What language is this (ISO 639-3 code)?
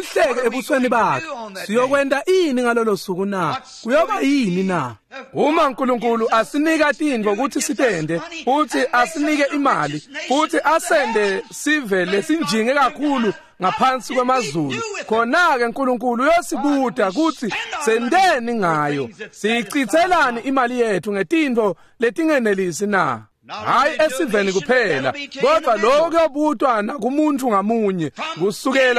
ssw